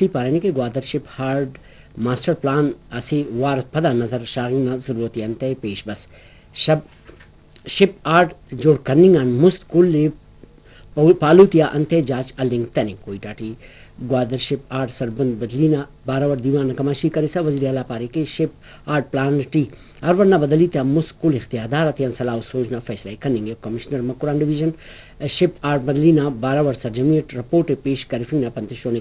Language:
Brahui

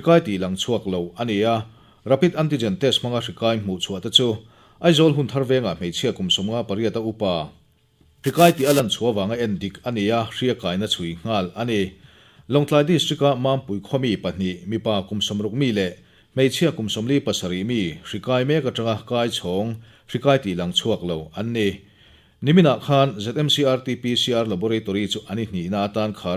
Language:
Mizo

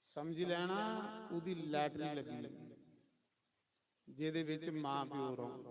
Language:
Dogri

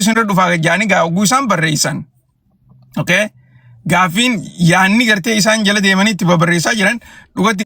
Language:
Oromo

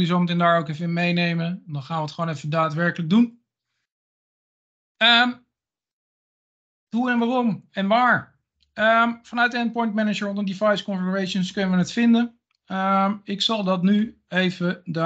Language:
Dutch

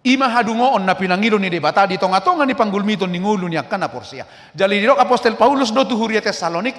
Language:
Batak Toba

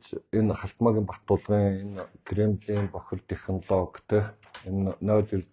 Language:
Mongolian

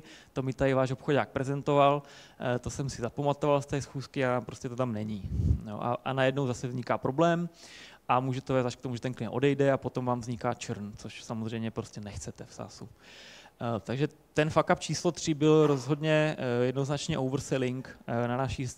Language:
Czech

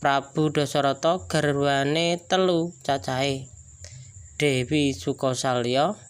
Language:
Javanese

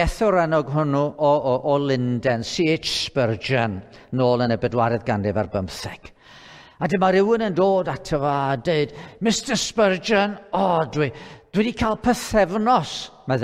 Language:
Welsh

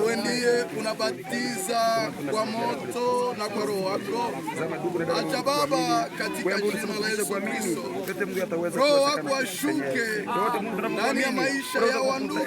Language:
Swahili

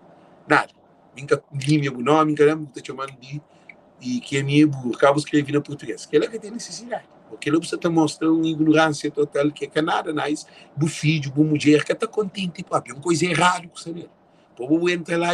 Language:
Kabuverdianu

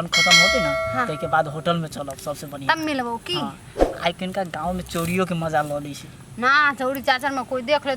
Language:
Maithili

